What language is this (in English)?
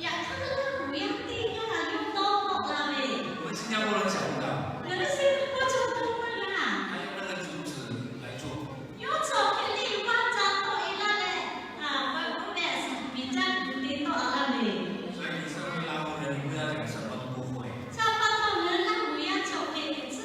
Lahu